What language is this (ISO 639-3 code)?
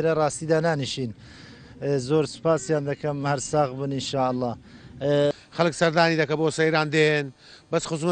ckb